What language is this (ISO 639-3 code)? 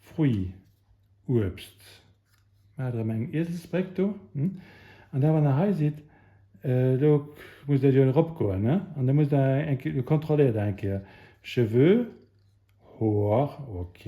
ltz